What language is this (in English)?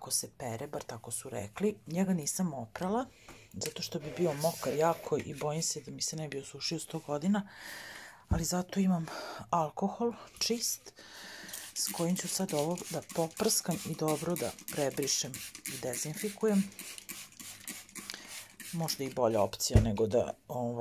Serbian